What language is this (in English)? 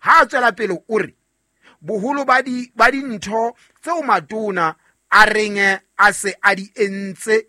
Southern Sotho